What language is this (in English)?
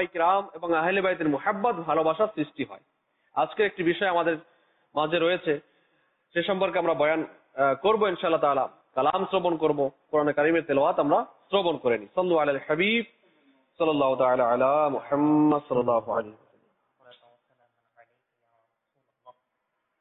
Bangla